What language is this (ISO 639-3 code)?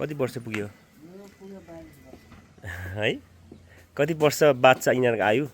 nep